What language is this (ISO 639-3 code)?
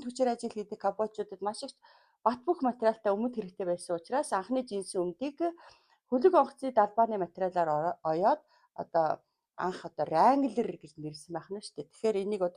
mon